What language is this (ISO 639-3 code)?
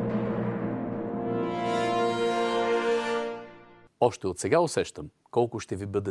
bul